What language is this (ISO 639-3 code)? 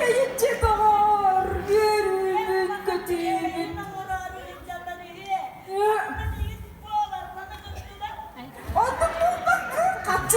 sah